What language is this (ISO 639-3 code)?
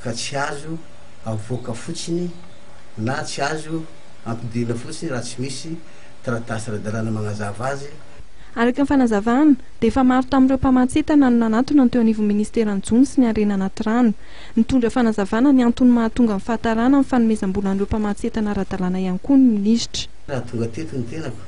mlg